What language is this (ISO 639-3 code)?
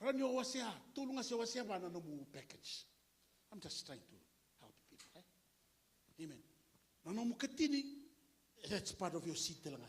fij